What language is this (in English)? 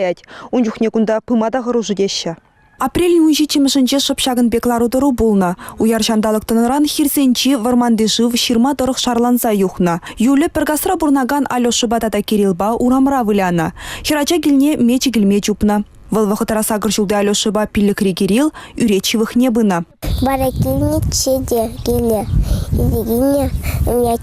Chuvash